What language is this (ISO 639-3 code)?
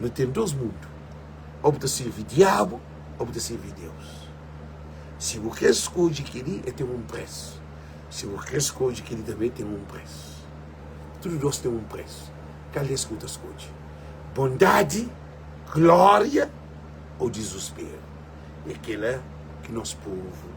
kea